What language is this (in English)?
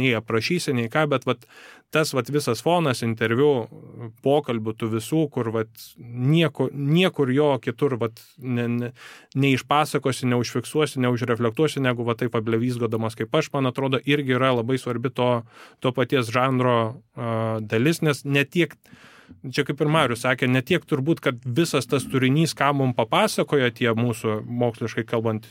Lithuanian